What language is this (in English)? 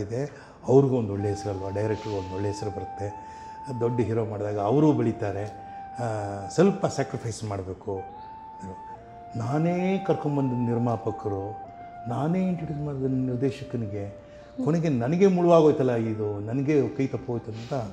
Kannada